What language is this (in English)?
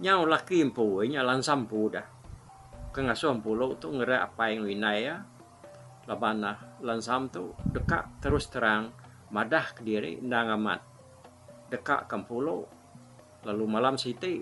Iban